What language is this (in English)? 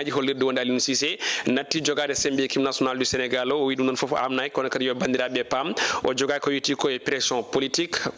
Fula